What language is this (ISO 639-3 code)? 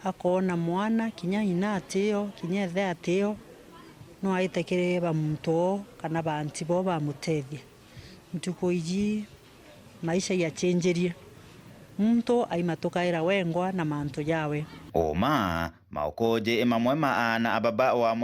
mer